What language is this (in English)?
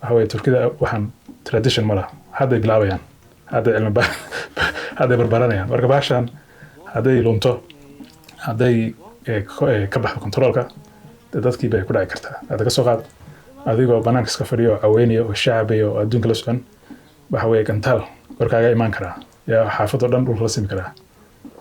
Somali